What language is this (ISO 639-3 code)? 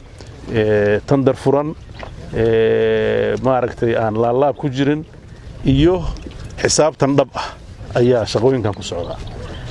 som